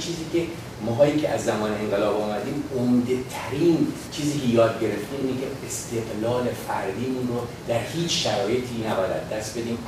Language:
Persian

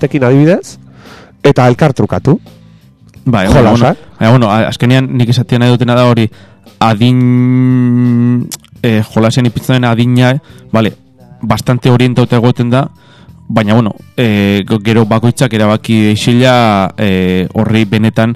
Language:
Basque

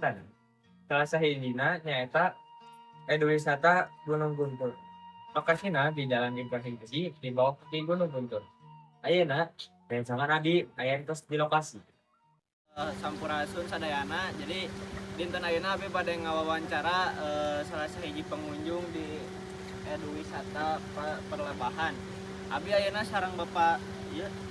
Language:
Sundanese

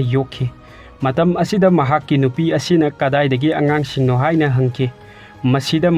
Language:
Manipuri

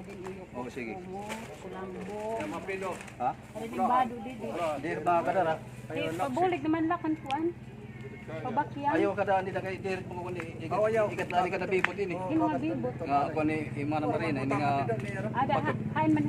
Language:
Waray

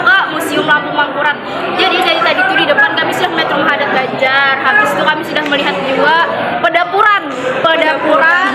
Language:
Banjar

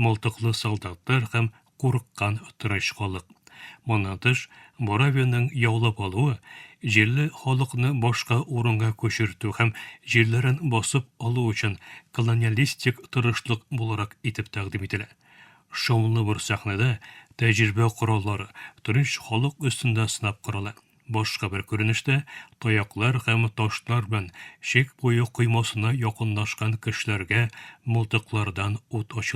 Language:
Tatar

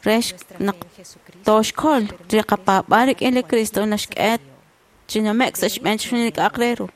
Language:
Kekchí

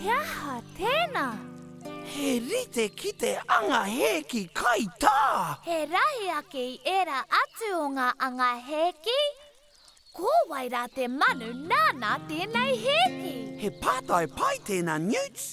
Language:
Māori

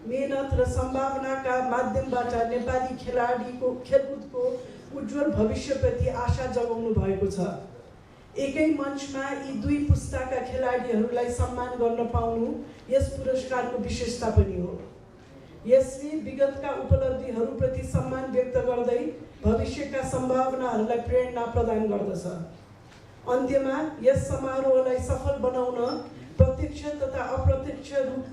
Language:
Nepali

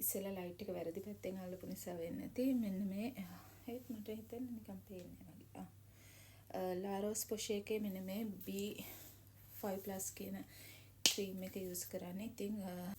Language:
Sinhala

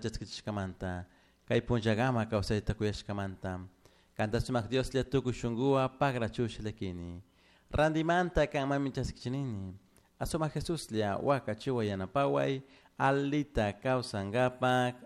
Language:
Chimborazo Highland Quichua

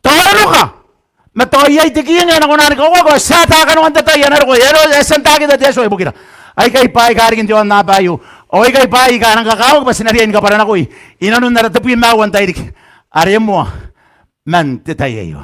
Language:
Gilbertese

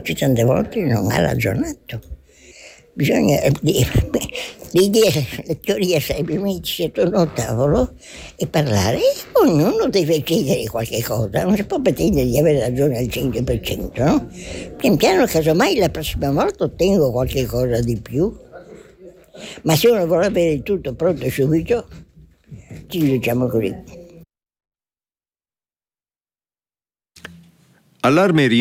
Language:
Italian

